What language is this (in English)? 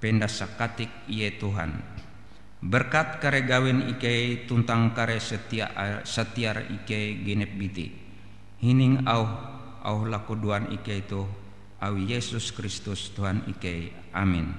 Ngaju